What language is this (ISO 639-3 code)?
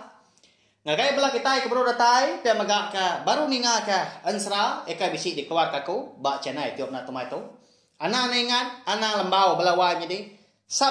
iba